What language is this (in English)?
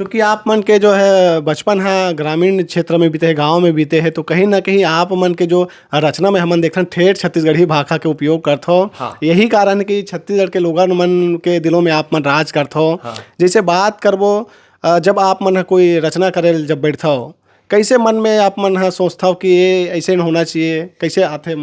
Chhattisgarhi